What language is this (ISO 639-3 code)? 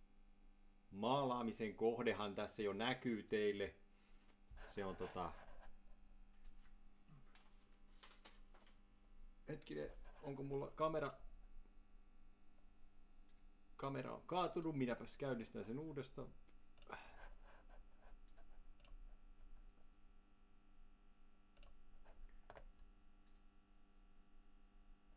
fin